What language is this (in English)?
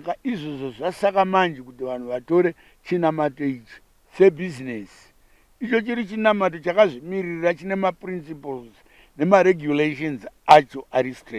Shona